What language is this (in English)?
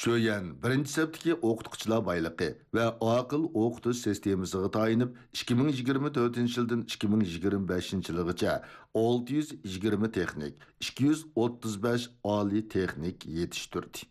Uyghur